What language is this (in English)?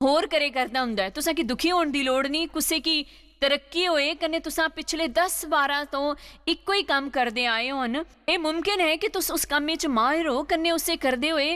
Dogri